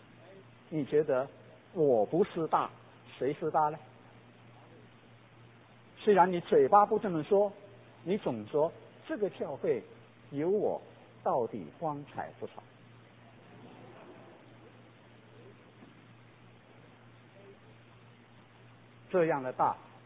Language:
Chinese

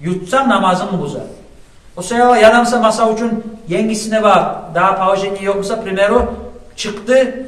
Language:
Kumyk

